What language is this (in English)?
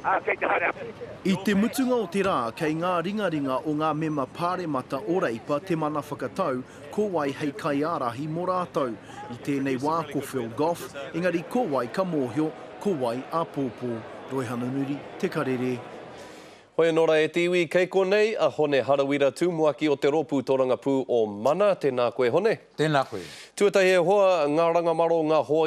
Māori